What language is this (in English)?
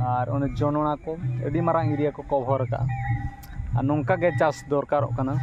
Santali